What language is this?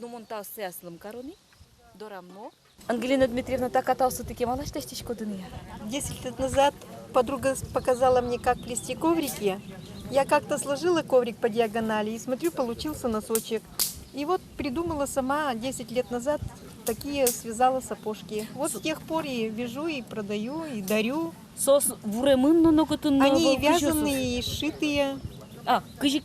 Udmurt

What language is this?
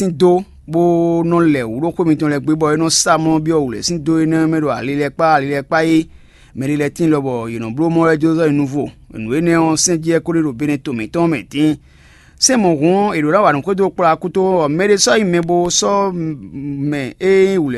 Fon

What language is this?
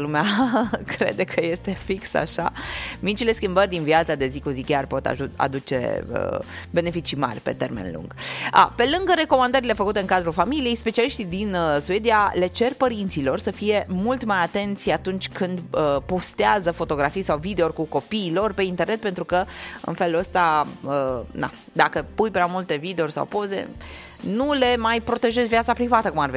Romanian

